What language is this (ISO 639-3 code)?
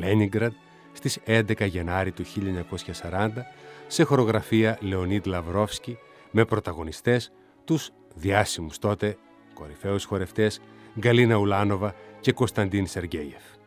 ell